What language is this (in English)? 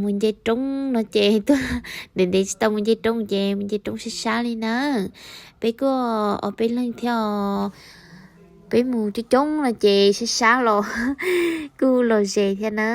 Hmong